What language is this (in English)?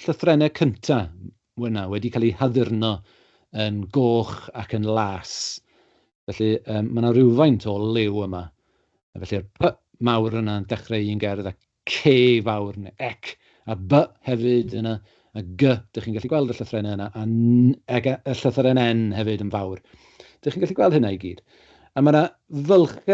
Welsh